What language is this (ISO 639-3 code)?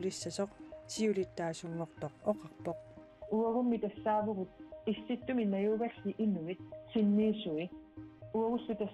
kal